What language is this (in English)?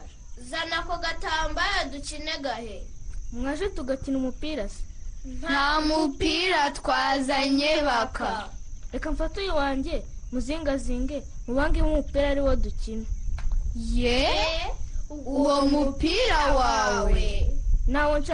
Kinyarwanda